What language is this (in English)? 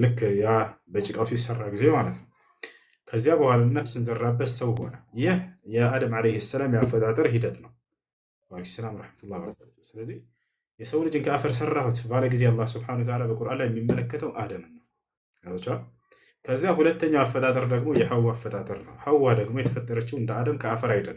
Amharic